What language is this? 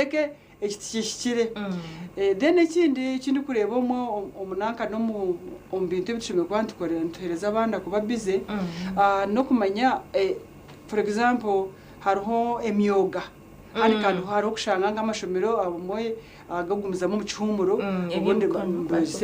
Nyankole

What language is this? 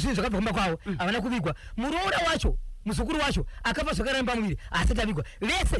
Shona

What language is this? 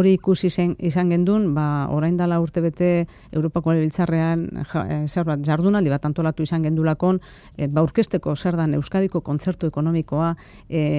Basque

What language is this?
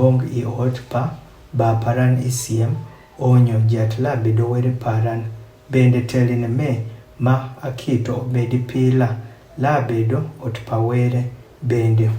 Adhola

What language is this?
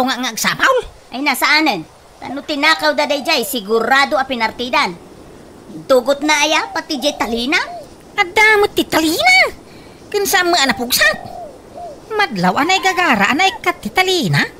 Iloko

